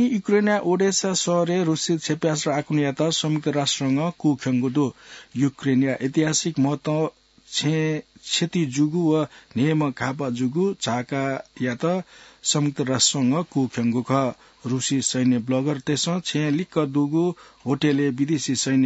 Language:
Newari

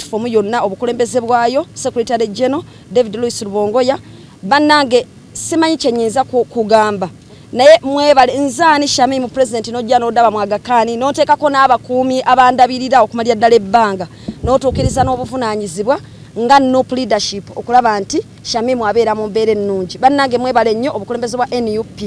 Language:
Ganda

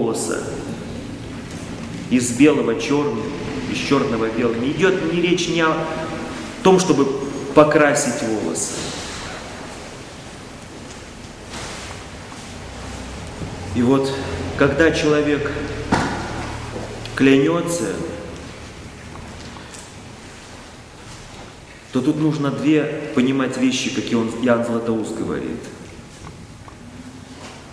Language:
Russian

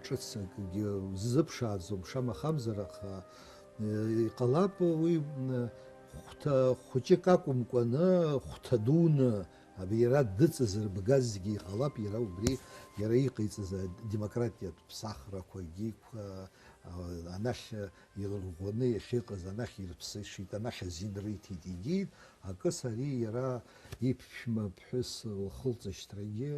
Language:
Abkhazian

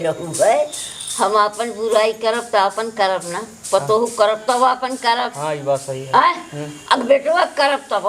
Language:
Awadhi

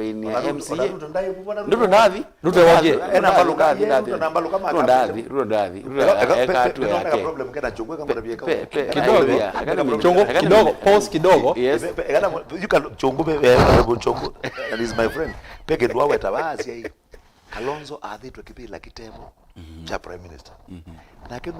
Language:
Kamba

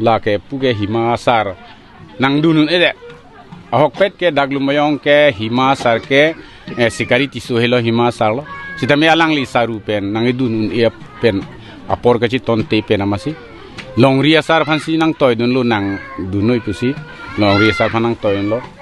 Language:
Karbi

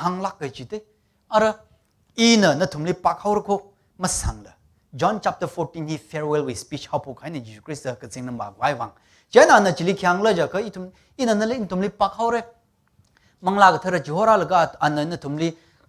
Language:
Tangkhul Naga (India)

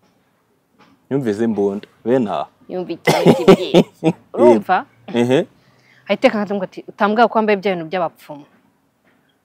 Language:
Kinyarwanda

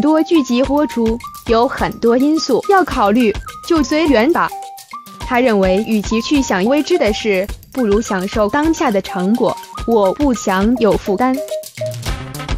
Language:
Chinese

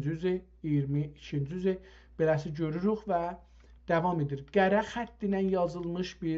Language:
South Azerbaijani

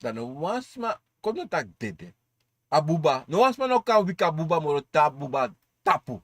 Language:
Sranan Tongo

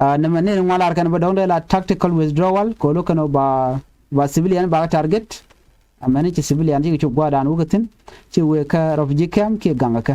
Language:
Nuer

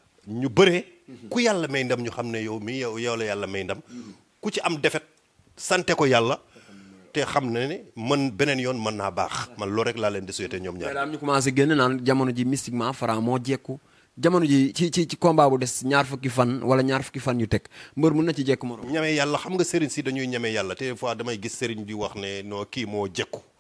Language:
Wolof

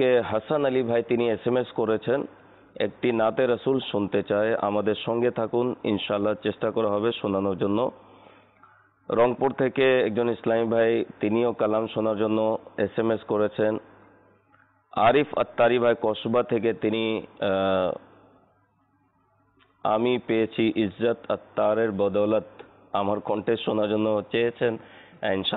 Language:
Bangla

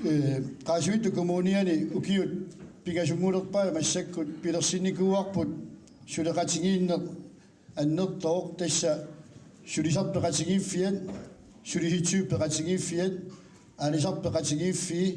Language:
Kalaallisut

